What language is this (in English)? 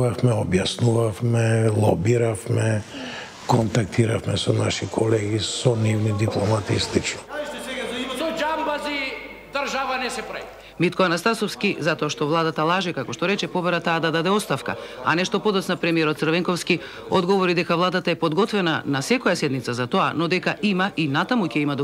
Macedonian